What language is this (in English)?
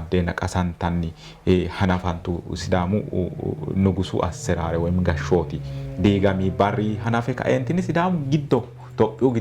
Sidamo